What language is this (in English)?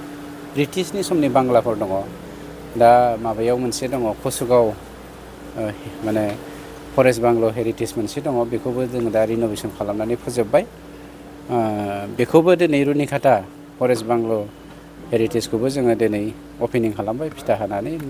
Bodo